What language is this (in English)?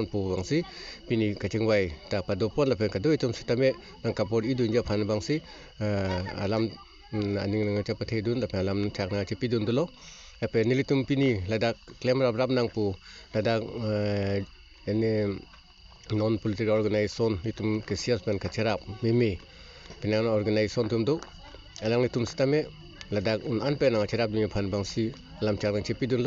Karbi